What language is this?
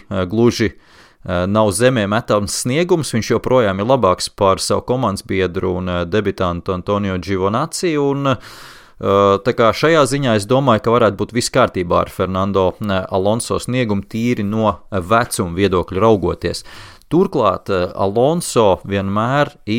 Latvian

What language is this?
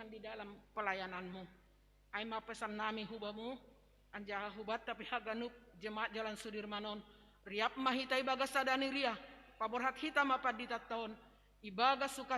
Batak Simalungun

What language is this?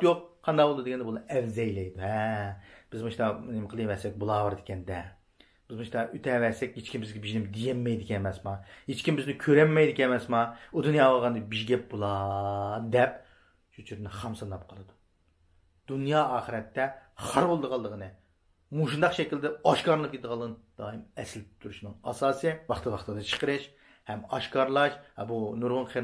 Uyghur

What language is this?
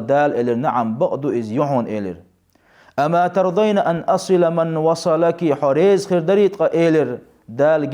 Chechen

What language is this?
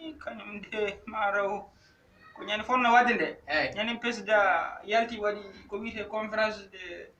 Fula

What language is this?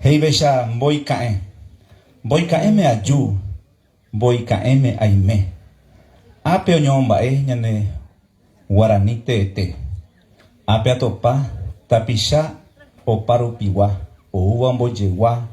Guarani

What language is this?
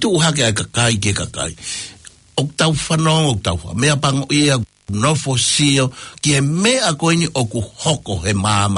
Tongan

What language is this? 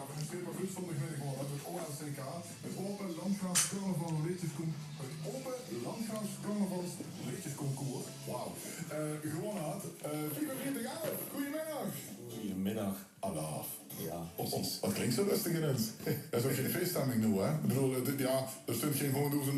Limburgish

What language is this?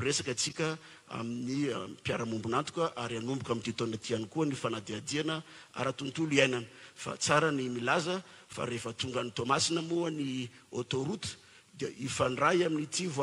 Malagasy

